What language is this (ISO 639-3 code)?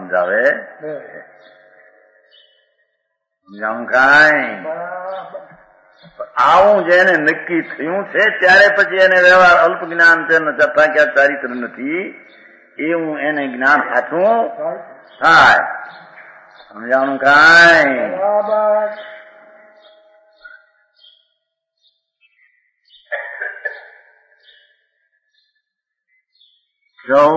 guj